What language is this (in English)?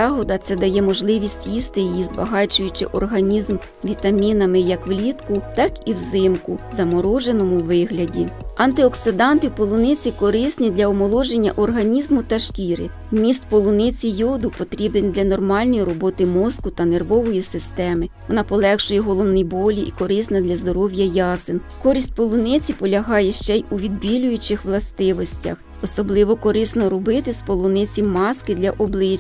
Ukrainian